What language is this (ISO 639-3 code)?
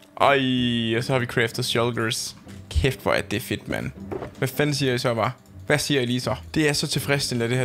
dan